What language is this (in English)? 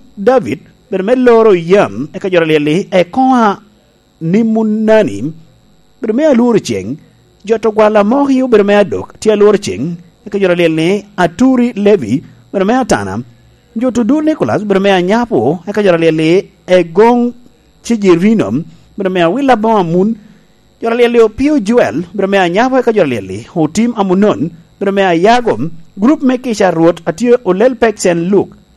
Lango (Uganda)